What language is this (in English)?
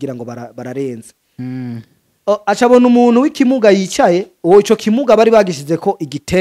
Rundi